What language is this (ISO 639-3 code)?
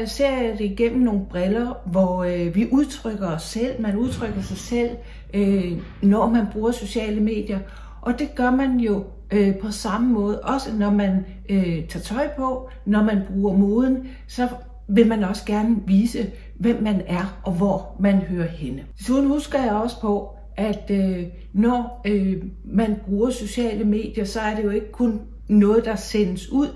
dan